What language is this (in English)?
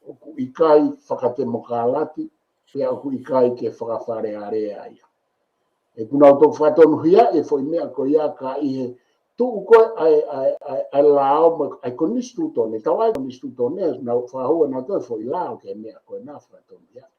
Tongan